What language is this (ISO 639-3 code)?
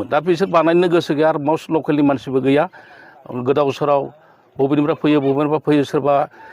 brx